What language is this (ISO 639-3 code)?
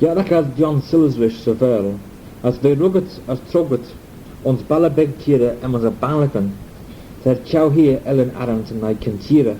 glv